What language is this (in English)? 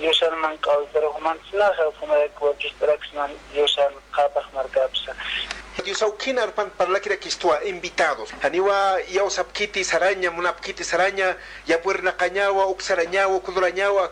Aymara